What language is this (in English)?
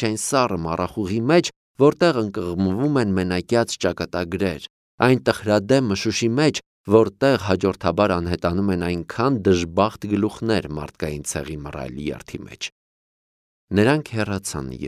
Armenian